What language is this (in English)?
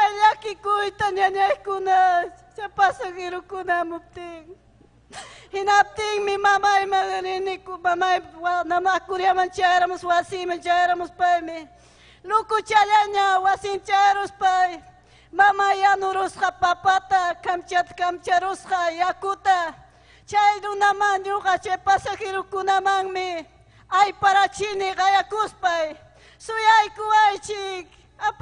Ayacucho Quechua